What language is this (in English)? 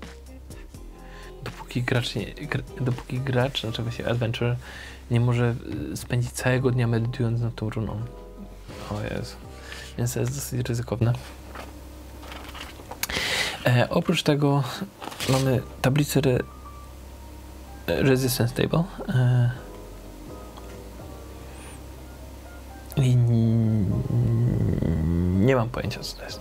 Polish